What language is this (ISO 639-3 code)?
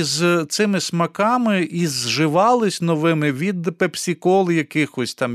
ukr